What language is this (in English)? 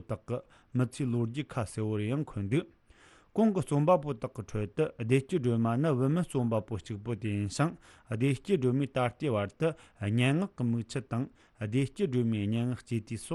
Tibetan